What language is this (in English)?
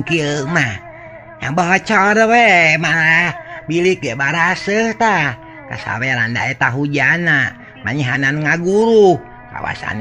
Sundanese